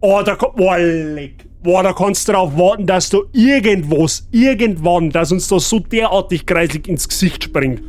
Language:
Bavarian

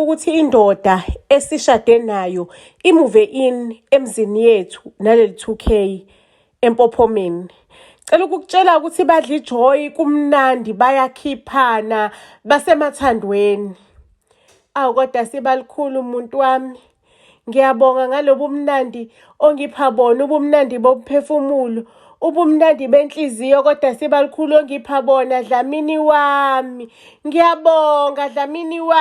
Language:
Zulu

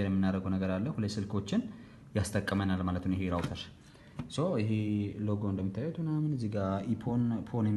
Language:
Amharic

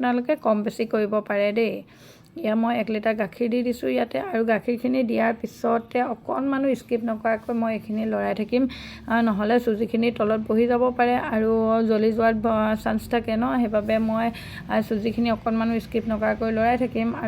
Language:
Assamese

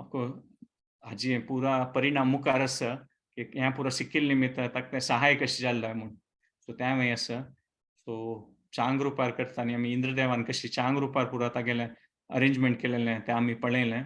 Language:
Konkani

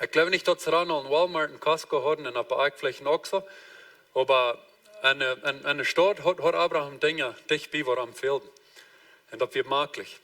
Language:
Plautdietsch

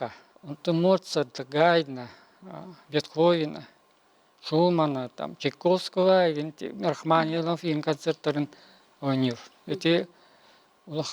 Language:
Yakut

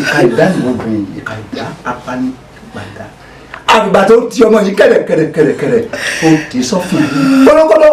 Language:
Yoruba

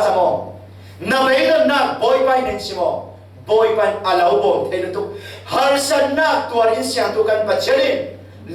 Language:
Falam Chin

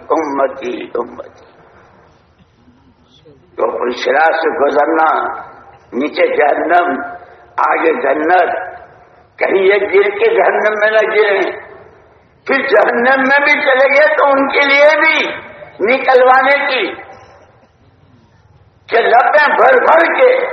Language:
Urdu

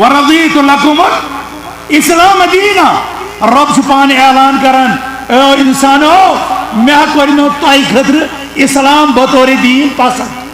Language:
Kashmiri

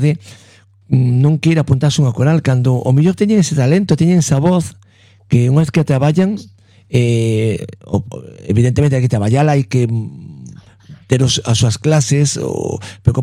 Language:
Galician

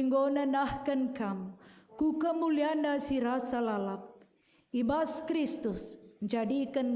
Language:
Batak Karo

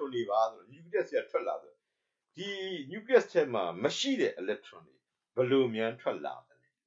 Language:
Burmese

